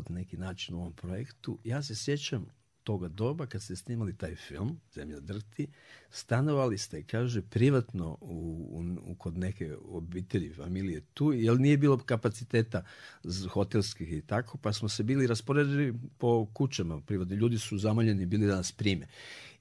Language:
Croatian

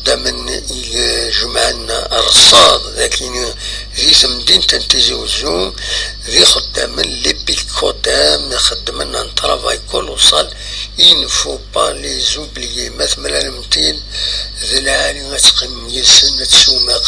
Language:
Kabyle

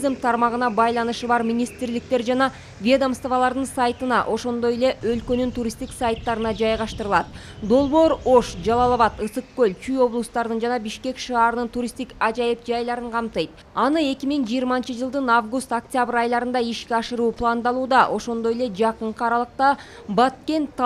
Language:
Kyrgyz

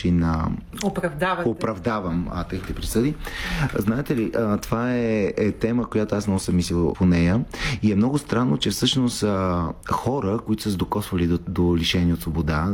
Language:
Bulgarian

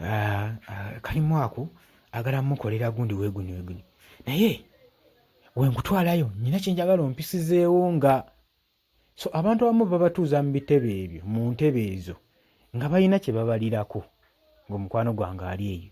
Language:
Ganda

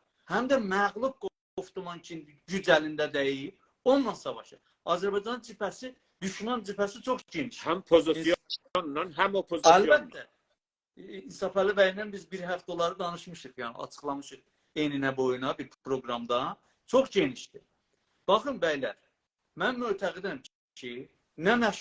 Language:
South Azerbaijani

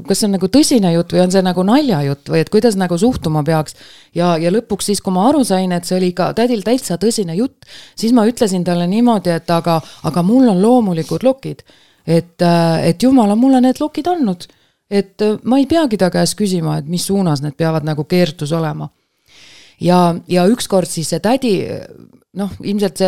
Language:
Estonian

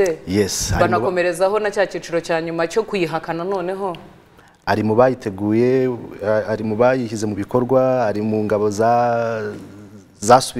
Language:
Kinyarwanda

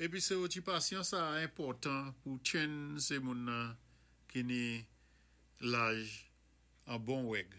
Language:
Saint Lucian Creole French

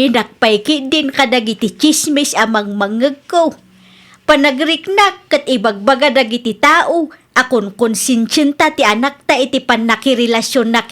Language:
Iloko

